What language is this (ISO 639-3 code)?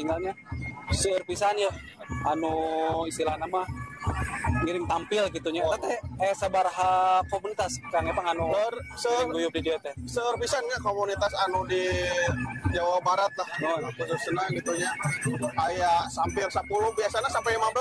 sun